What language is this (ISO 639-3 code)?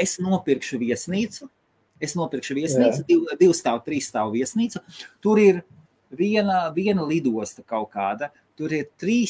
lav